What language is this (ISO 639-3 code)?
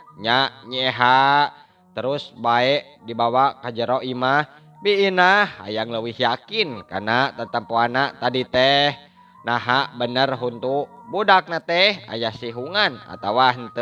sun